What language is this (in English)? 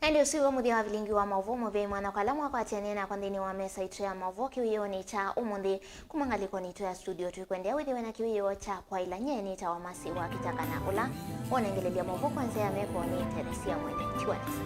Kamba